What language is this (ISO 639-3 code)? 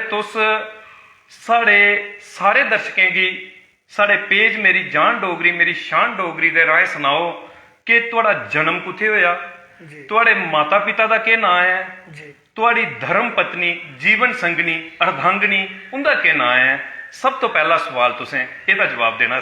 doi